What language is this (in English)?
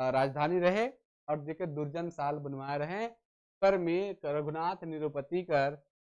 Sadri